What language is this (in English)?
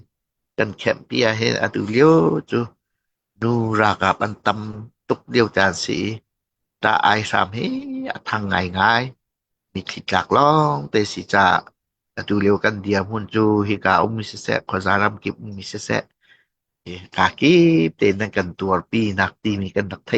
Hakha Chin